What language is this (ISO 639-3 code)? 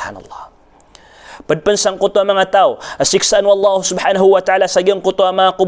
mrw